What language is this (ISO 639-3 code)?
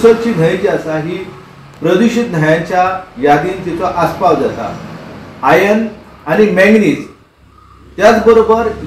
kok